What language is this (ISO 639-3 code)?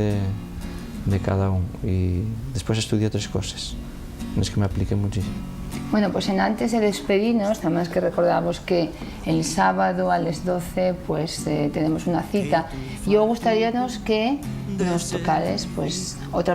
ast